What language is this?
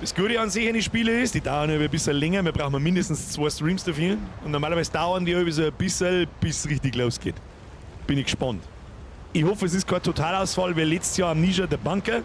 Bavarian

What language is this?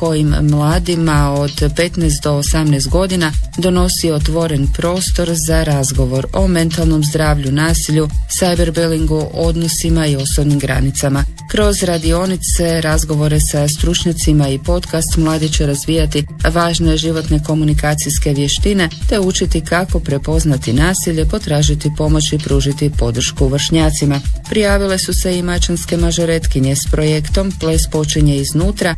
Croatian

